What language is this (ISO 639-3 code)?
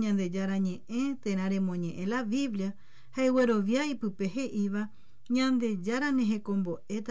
grn